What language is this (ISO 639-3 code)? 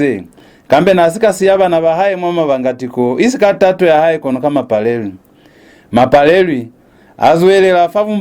loz